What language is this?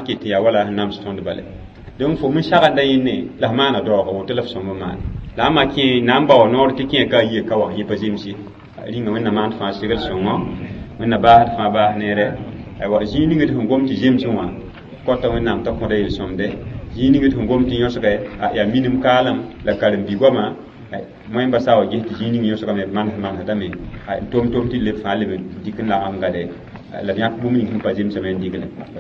Mossi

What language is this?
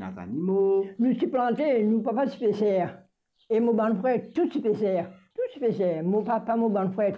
Morisyen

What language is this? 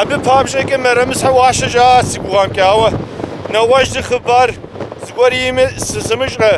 Kabardian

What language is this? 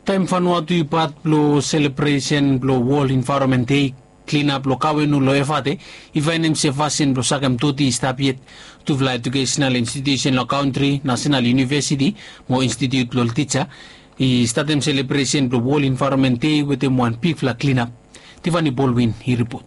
Bislama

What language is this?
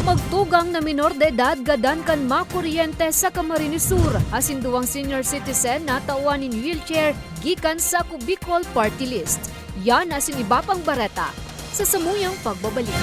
Bikol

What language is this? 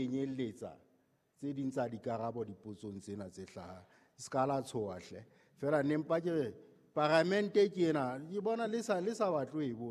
Southern Sotho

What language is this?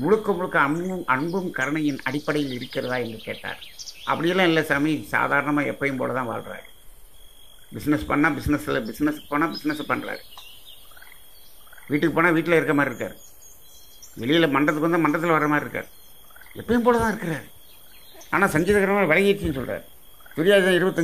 Tamil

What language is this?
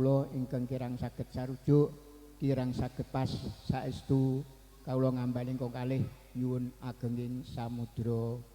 Javanese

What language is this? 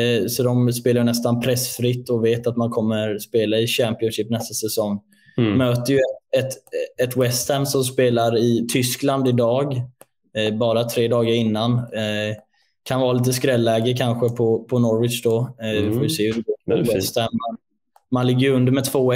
Swedish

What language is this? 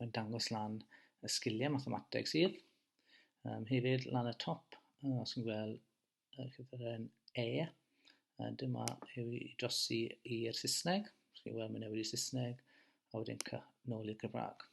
Welsh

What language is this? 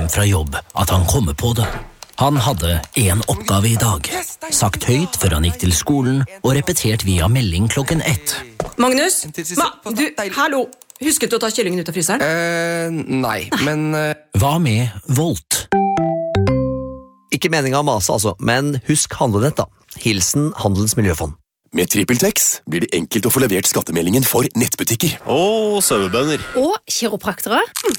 Norwegian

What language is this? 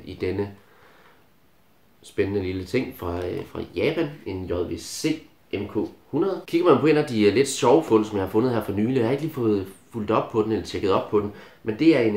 Danish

